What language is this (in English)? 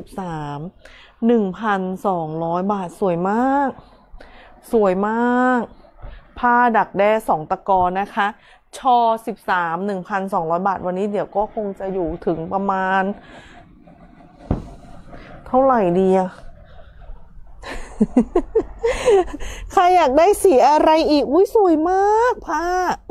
Thai